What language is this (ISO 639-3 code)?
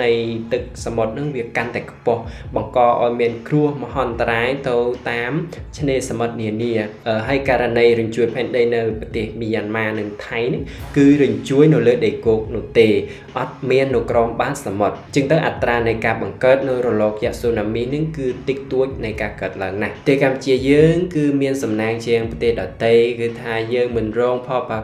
khm